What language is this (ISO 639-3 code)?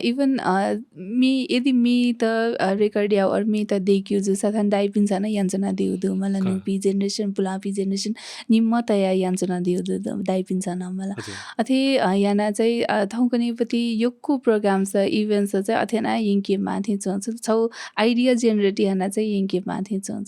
new